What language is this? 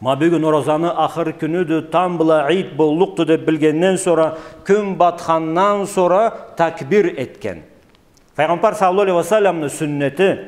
Karachay-Balkar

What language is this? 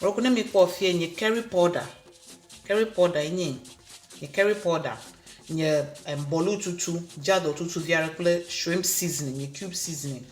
Ewe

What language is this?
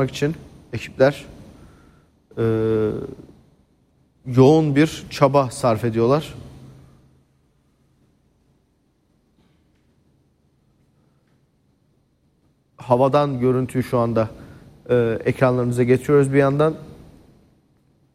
Turkish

